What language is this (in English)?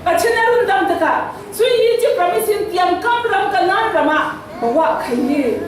Falam Chin